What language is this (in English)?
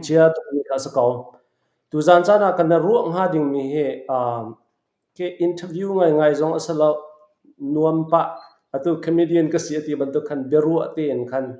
Falam Chin